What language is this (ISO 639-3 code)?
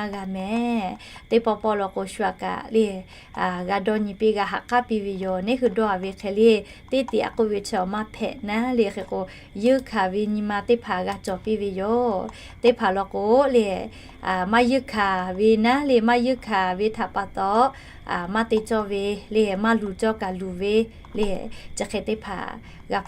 lhu